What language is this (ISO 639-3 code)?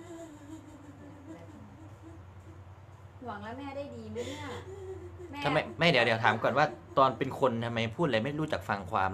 tha